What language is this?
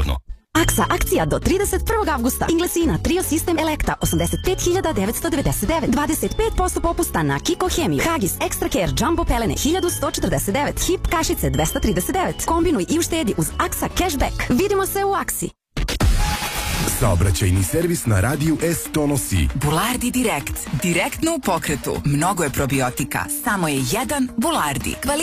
Serbian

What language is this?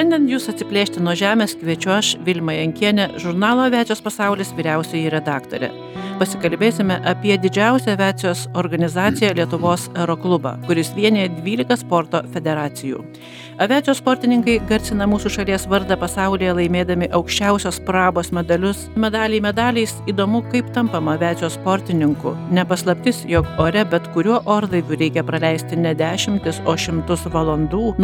Lithuanian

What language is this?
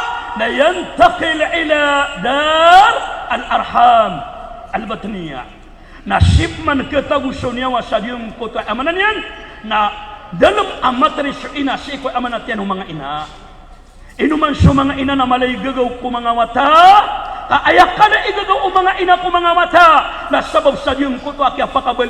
Maranao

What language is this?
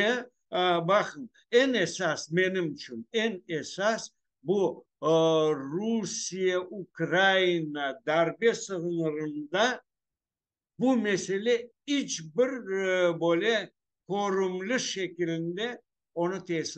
Crimean Tatar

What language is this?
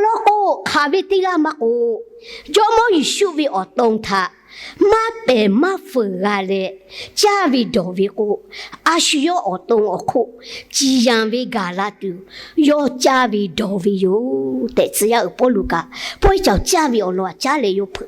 Lahu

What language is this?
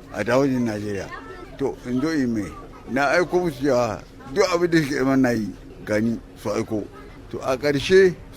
Hausa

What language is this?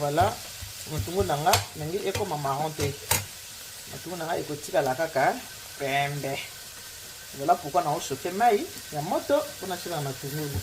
Lingala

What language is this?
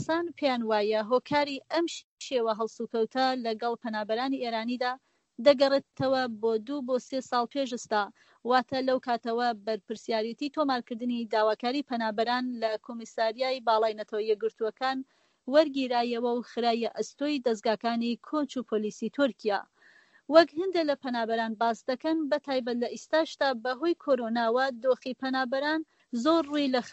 Central Kurdish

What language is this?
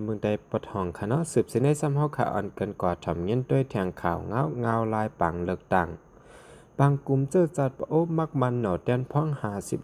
Shan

